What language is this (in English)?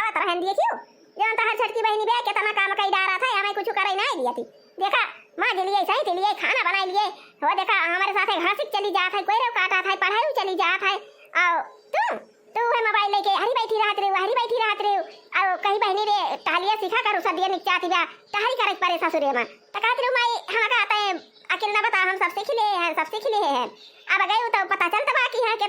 Awadhi